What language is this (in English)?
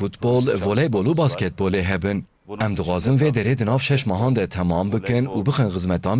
Kurdish